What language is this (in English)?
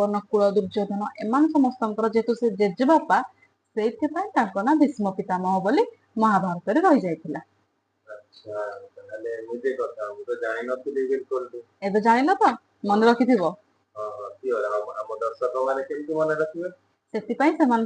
Odia